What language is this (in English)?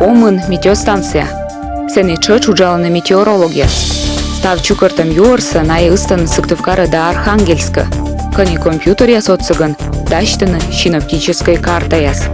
Komi